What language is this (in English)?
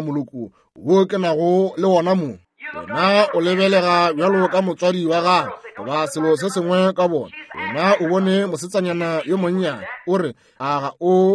Northern Sotho